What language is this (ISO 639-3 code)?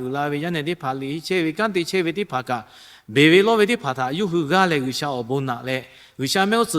lhu